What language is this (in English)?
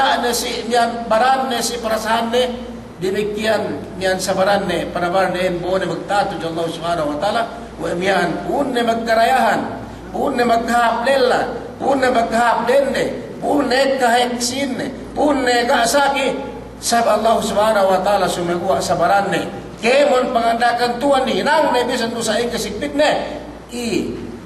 Yakan